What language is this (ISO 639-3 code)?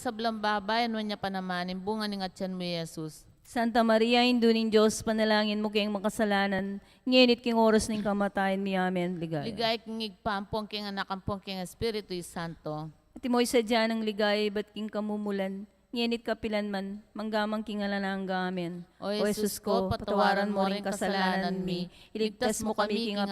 pam